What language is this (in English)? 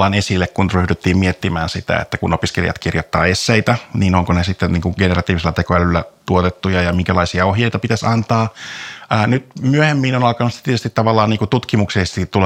Finnish